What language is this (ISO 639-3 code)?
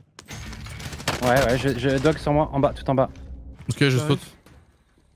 fra